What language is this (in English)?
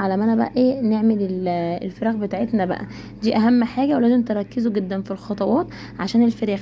Egyptian Arabic